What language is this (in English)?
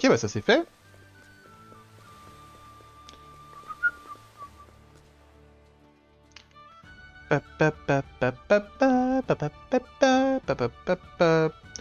French